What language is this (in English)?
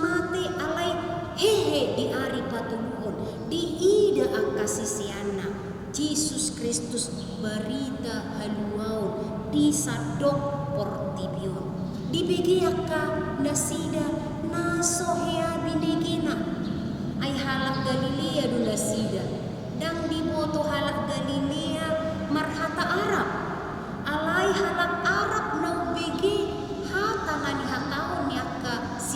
Batak Toba